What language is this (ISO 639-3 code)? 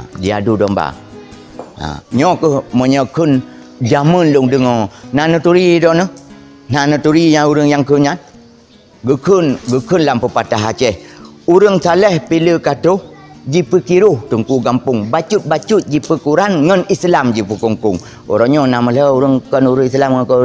ace